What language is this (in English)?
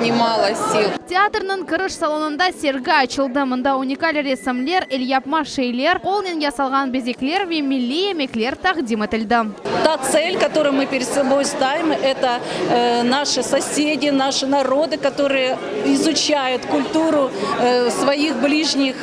Crimean Tatar